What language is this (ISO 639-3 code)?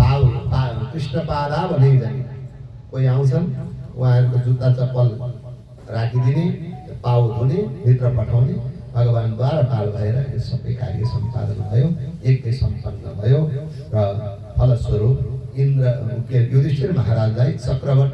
nep